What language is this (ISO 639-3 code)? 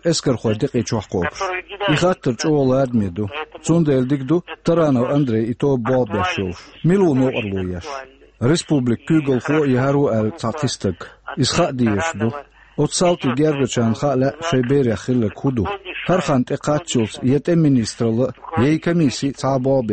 che